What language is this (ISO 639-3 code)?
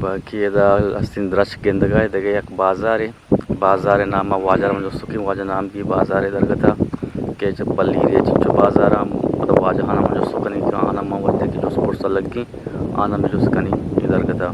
bgp